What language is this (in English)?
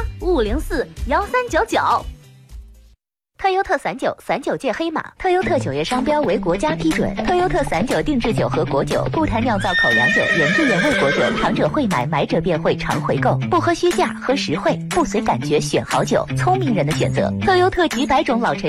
Chinese